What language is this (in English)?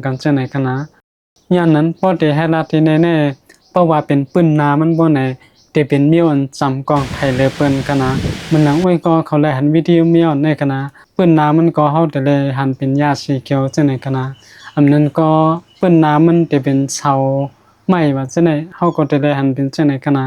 Shan